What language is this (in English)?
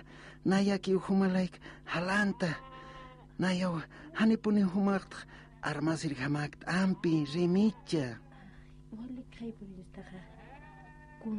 Aymara